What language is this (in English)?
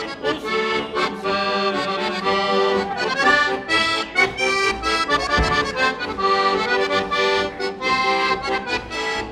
Slovak